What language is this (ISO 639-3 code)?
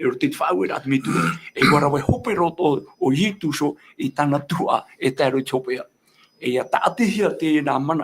tah